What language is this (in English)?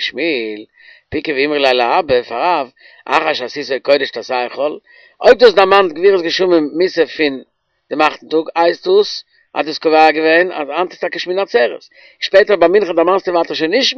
Yiddish